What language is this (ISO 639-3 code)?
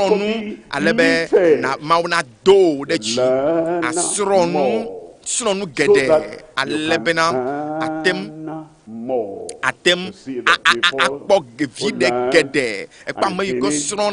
ewe